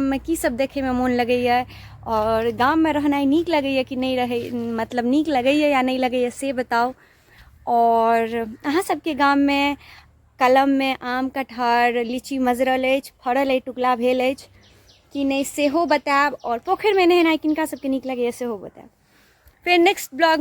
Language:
Maithili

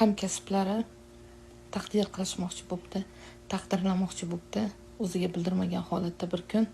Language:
Uzbek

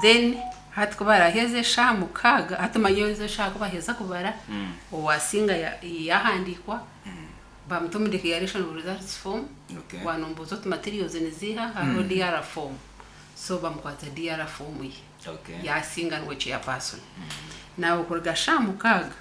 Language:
Nyankole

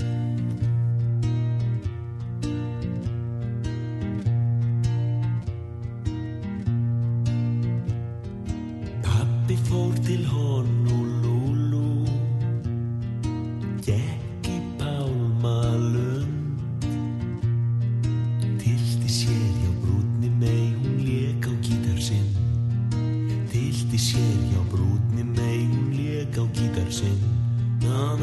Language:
Icelandic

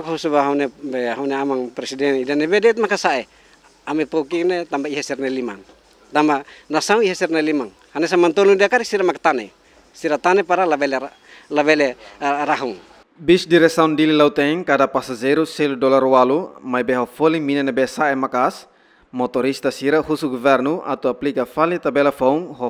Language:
Tetum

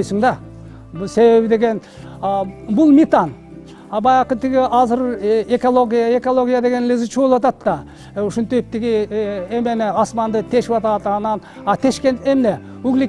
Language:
Kyrgyz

